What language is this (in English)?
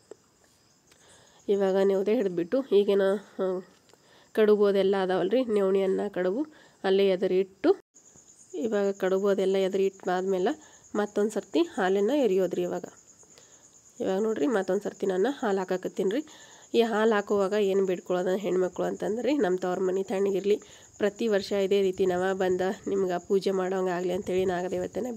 Kannada